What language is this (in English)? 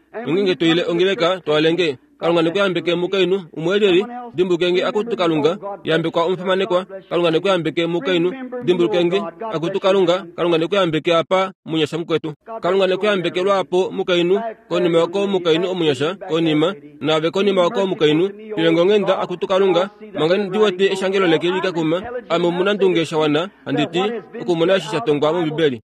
Kuanyama